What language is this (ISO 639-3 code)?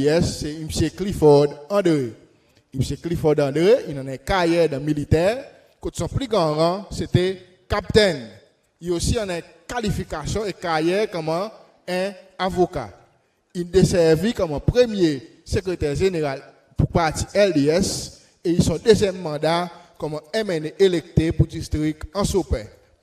crs